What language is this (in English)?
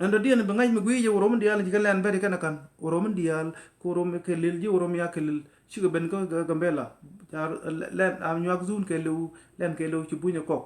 Nuer